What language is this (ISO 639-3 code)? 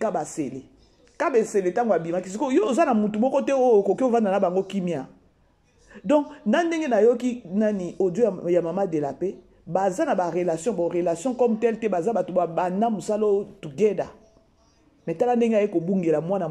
lin